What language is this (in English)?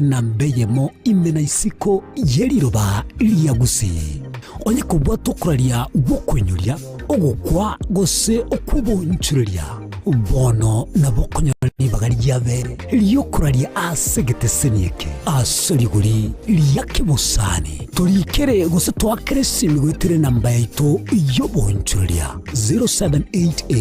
Gusii